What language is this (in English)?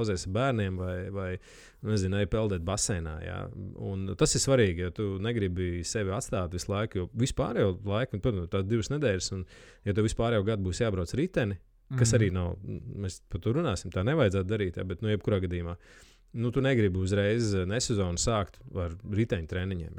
Latvian